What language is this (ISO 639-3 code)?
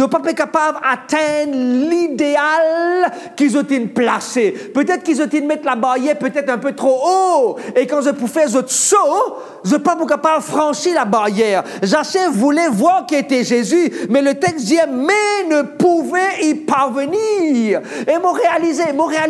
mfe